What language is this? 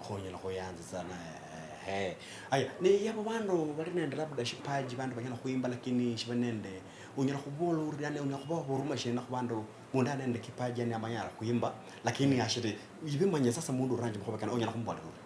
Luyia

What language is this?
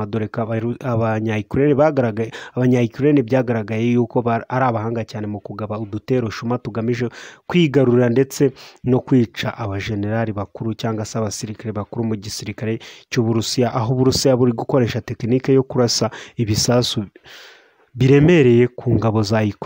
Kinyarwanda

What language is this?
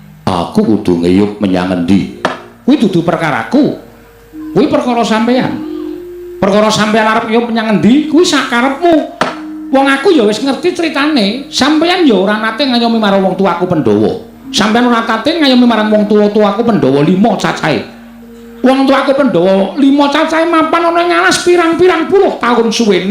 Javanese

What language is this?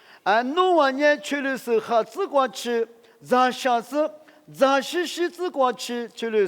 Lisu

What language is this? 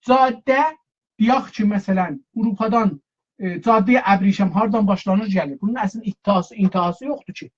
South Azerbaijani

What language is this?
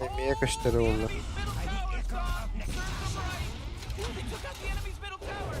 Yakut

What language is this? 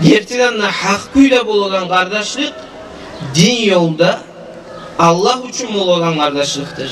Kumyk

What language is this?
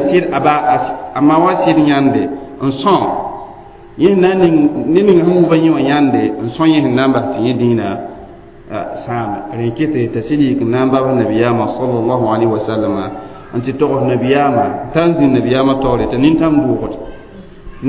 Mossi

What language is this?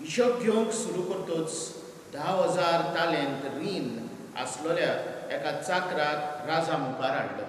Konkani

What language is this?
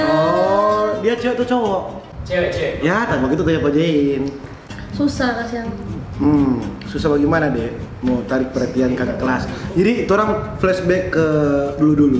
Manado Malay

